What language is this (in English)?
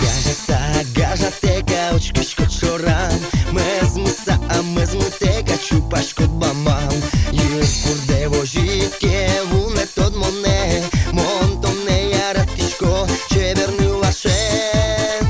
Udmurt